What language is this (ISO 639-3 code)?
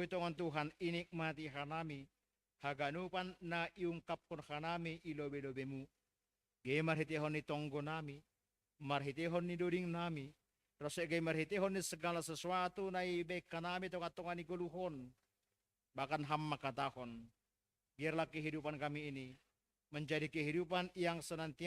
bts